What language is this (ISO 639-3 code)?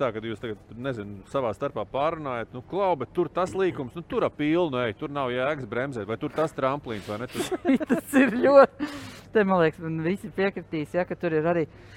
lav